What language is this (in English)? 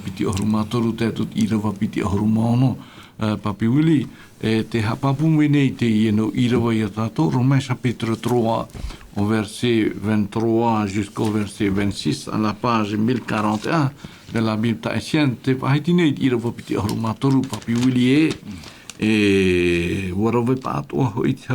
Tahitian